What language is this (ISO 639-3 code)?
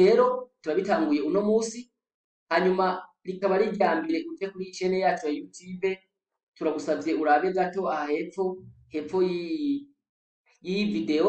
run